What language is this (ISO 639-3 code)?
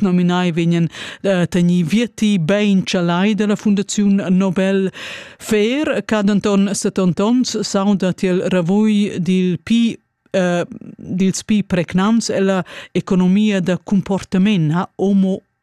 roh